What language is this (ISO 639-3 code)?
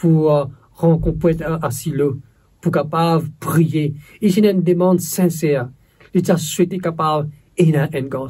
mfe